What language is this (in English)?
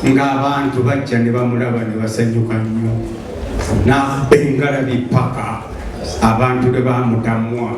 Ganda